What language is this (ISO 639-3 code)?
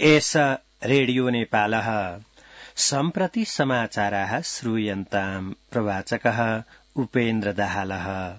san